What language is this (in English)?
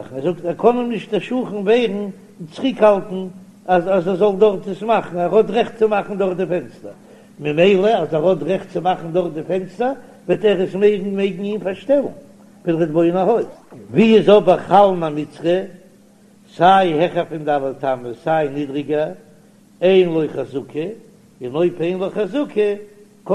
Yiddish